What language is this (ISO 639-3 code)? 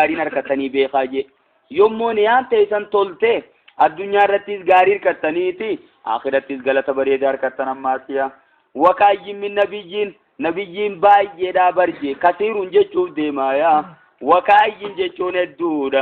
orm